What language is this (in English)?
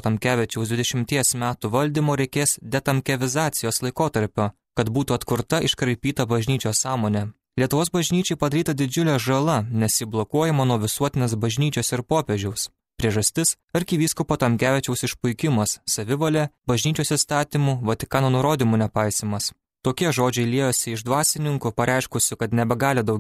Lithuanian